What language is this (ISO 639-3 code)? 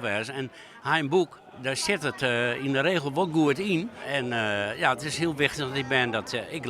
fry